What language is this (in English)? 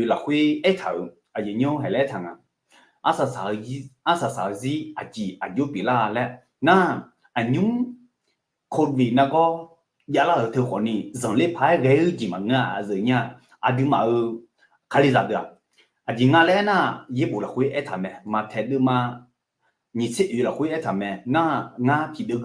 Akha